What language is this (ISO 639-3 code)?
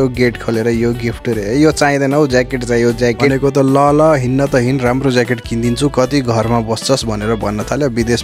nep